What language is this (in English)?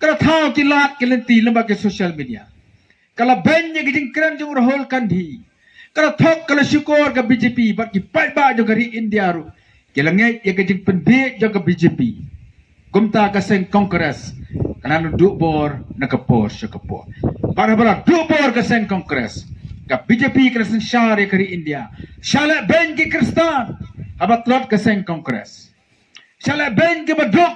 Khasi